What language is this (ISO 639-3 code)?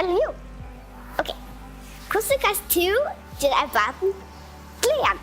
fao